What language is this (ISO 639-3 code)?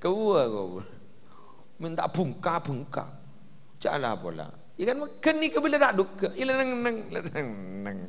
mad